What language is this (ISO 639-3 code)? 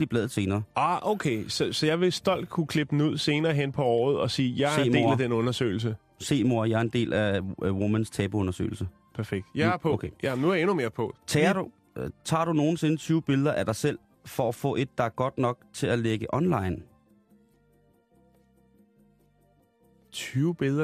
dan